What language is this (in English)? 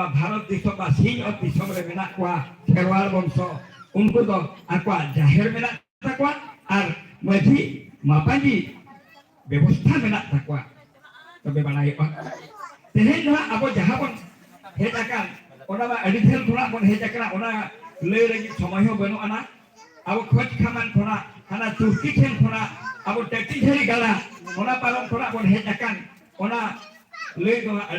Santali